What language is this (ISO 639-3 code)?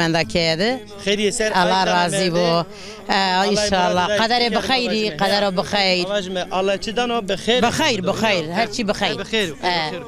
zza